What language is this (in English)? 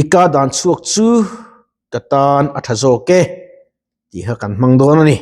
Mizo